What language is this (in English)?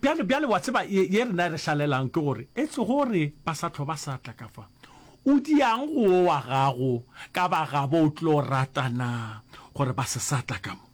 Northern Sotho